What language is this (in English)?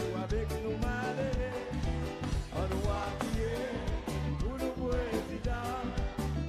Seselwa Creole French